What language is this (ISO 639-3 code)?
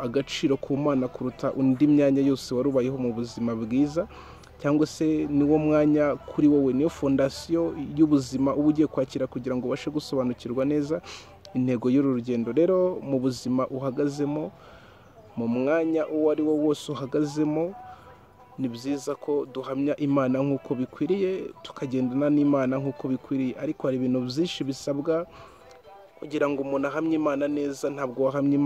kin